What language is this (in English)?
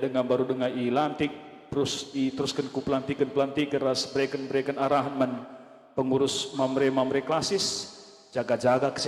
Batak Karo